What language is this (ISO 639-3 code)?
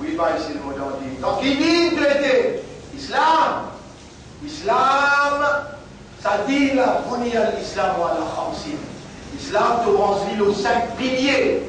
mfe